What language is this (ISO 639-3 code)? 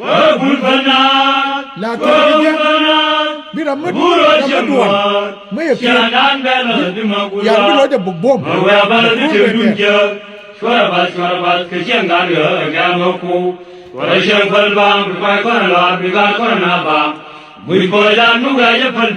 nus